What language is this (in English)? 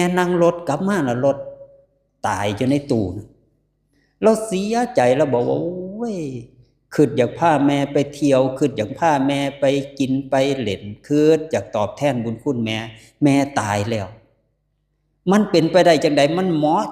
Lao